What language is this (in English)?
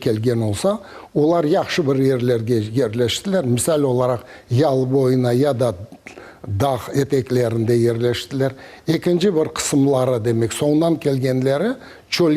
Crimean Tatar